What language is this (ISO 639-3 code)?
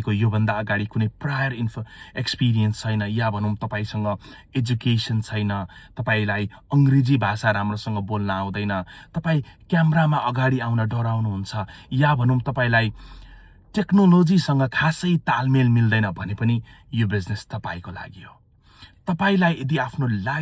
nep